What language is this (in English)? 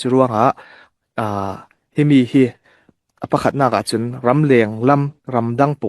Falam Chin